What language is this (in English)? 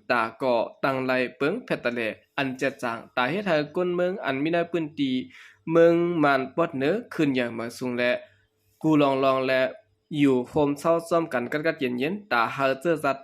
Shan